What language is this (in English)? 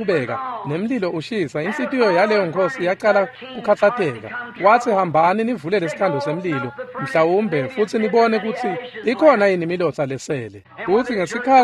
Swati